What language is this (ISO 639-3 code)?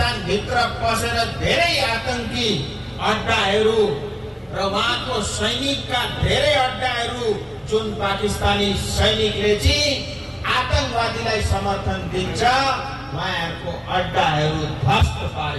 nep